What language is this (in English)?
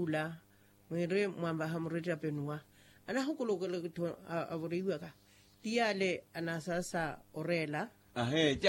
Makhuwa